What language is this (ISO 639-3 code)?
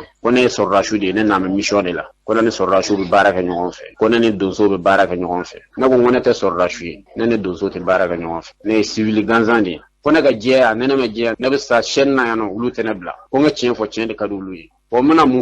bam